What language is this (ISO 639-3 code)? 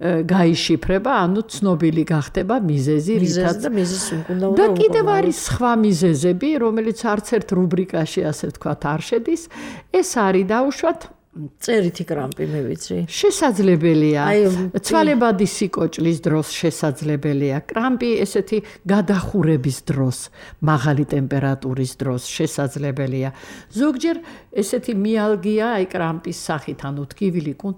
kat